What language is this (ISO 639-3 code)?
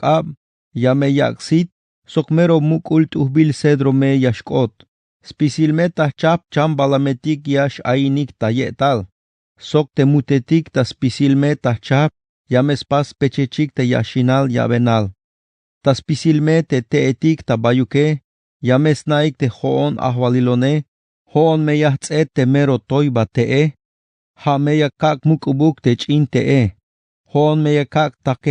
tzh